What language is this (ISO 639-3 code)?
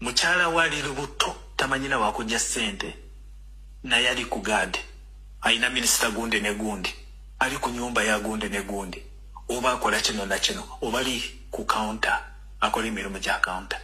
lug